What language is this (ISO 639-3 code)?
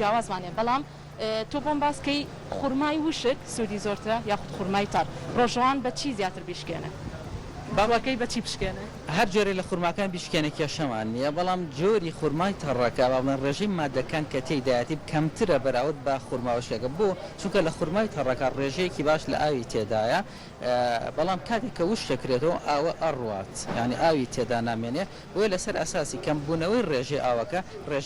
ckb